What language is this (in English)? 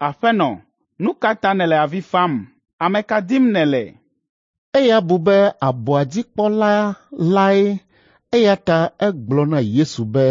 Ewe